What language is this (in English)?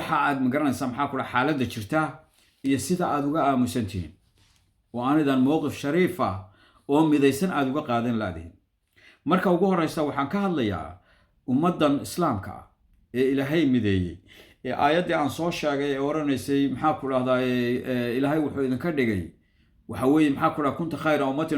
Somali